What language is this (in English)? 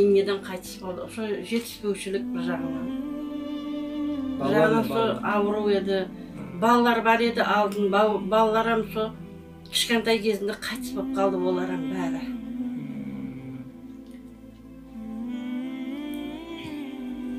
Kazakh